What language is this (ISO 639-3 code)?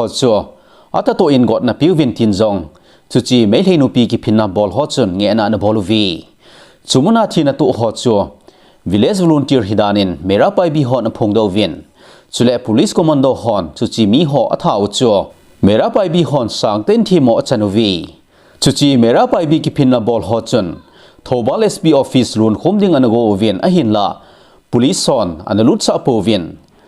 tcz